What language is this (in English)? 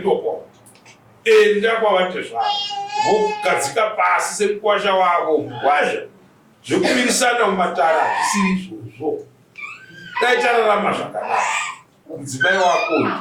Shona